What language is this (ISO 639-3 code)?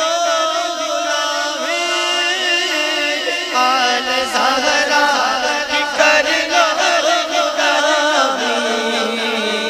urd